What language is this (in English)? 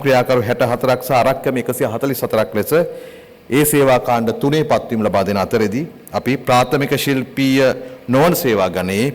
Sinhala